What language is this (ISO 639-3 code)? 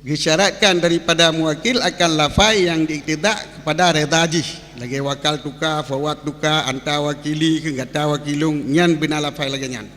ace